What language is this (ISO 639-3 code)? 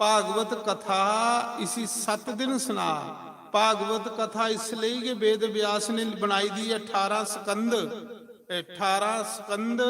doi